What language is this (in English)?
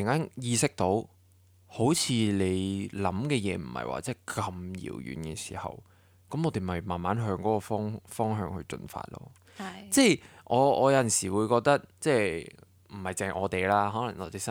Cantonese